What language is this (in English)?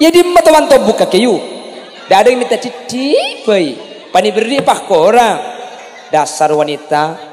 Madurese